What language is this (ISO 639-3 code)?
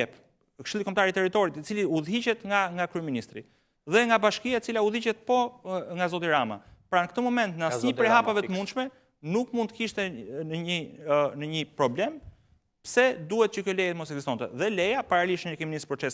sqi